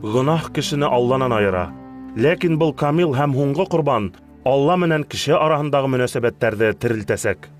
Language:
Bashkir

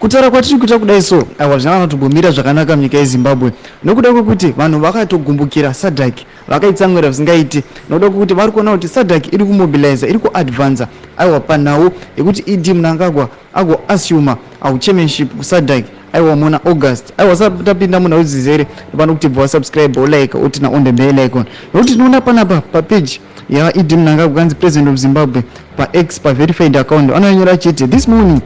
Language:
Shona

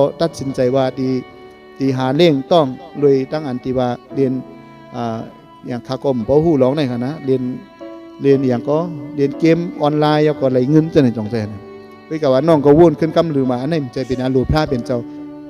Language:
Shan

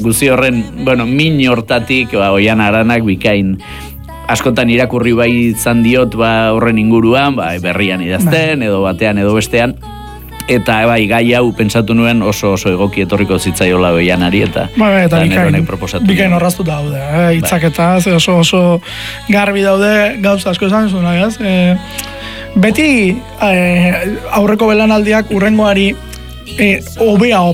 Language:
Basque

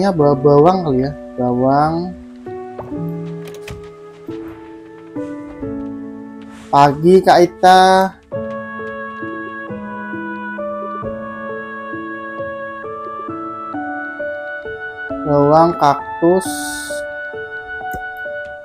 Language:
Indonesian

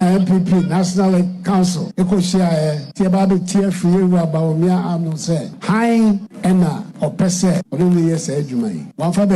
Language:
Akan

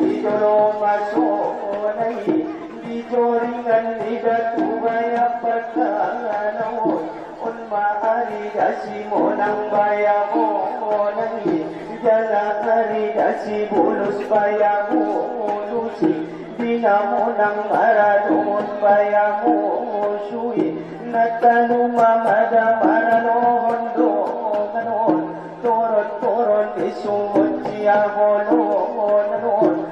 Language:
Batak Angkola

